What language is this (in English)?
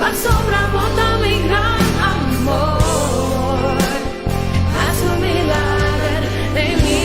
Papiamento